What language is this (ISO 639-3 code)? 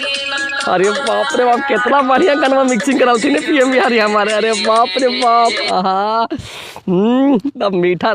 mag